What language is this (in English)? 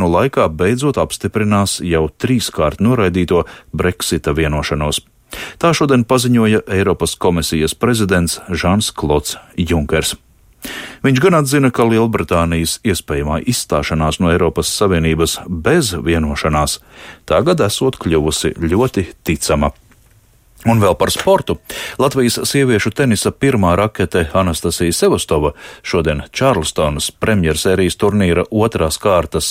Latvian